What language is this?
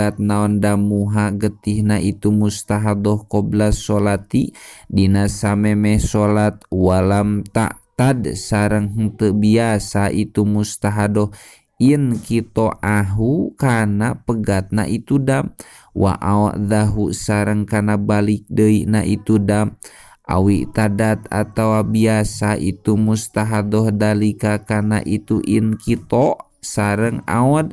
Sundanese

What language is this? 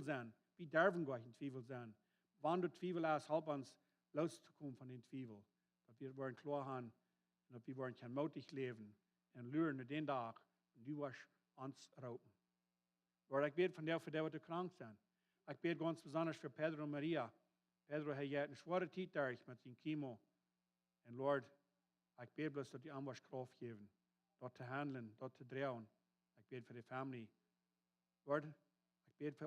Plautdietsch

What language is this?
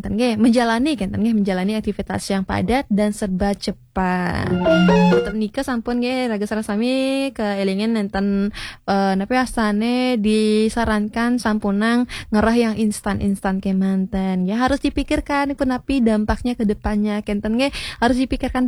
Balinese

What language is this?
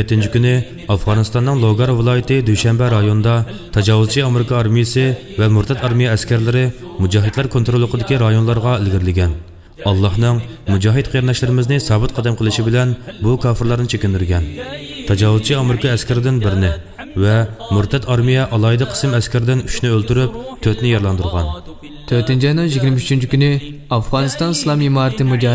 Uyghur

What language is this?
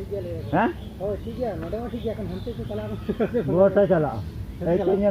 Santali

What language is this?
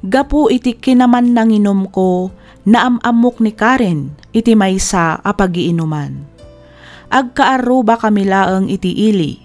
Iloko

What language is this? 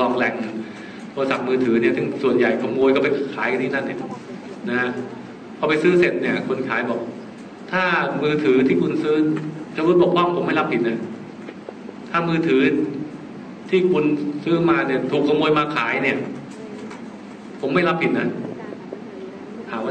Thai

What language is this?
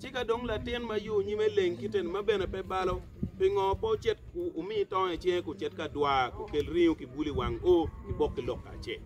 Acoli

